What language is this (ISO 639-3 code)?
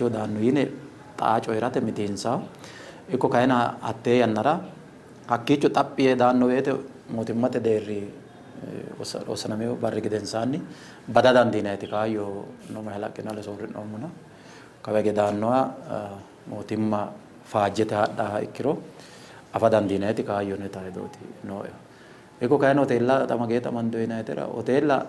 sid